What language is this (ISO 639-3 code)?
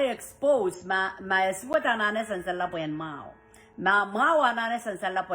pon